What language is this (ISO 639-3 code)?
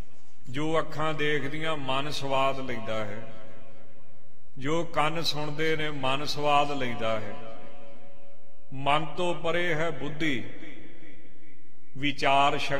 pan